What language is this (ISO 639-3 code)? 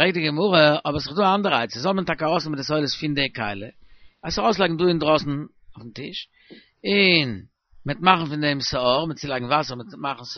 yid